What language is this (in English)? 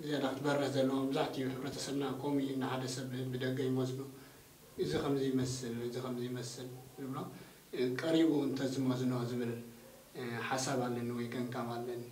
Tigrinya